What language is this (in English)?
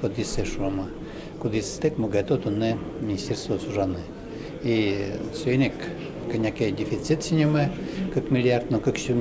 Udmurt